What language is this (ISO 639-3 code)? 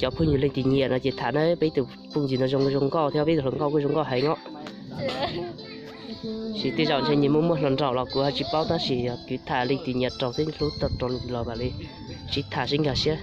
hmn